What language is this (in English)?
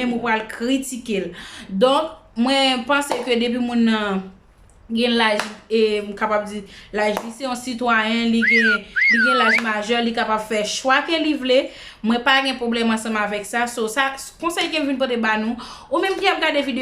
Haitian Creole